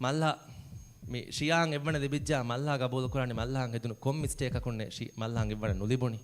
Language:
Divehi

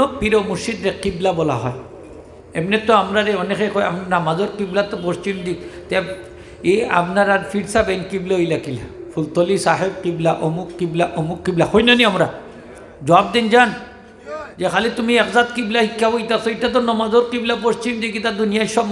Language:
Sylheti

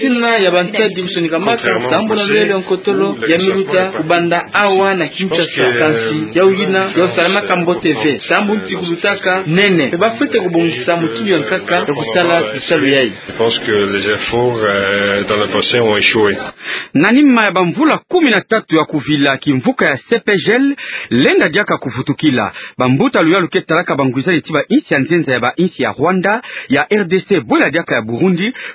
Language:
Kituba (Democratic Republic of Congo)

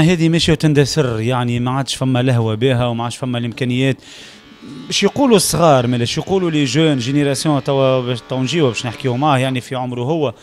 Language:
Tunisian Arabic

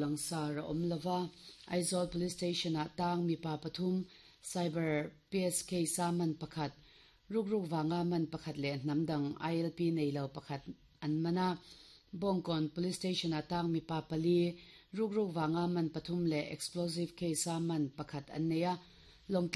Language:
Mizo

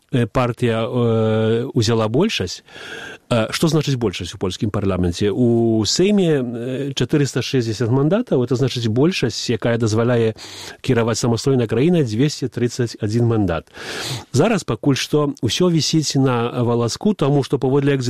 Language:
Belarusian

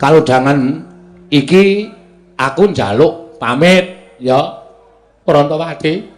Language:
Javanese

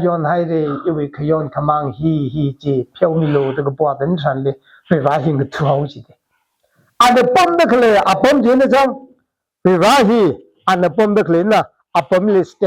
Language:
Tangkhul Naga (India)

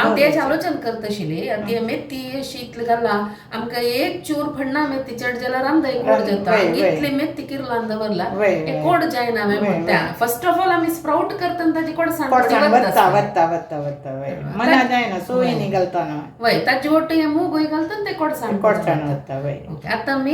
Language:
Konkani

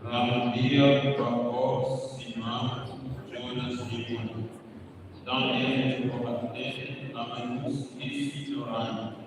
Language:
Tetum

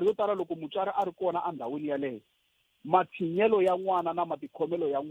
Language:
Tsonga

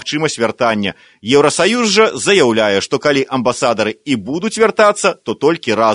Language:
Belarusian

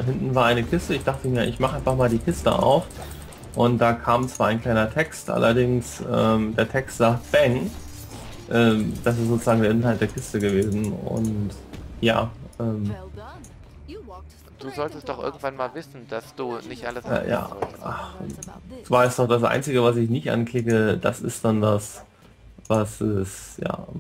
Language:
German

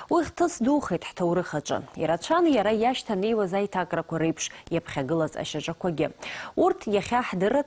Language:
Abkhazian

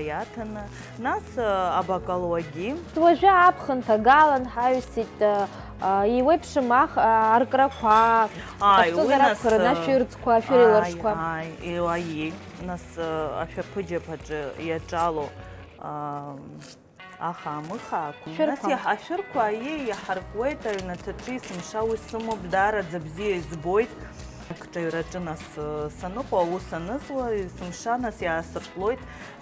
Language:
Abkhazian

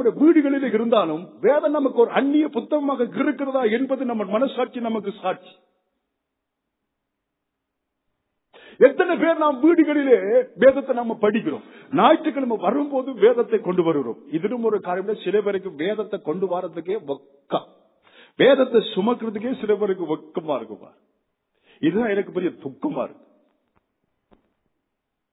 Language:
Tamil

